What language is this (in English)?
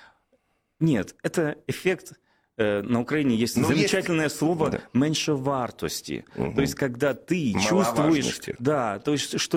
Russian